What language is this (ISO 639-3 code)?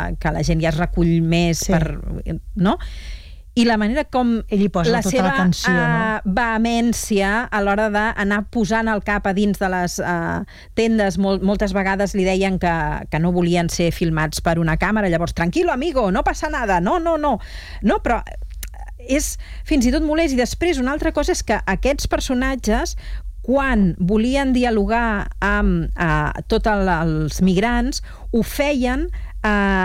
cat